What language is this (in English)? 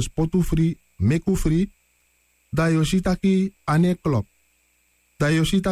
Sranan Tongo